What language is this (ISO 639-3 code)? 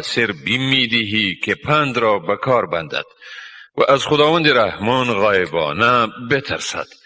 tgk